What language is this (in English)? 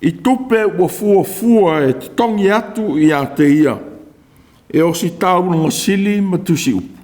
Samoan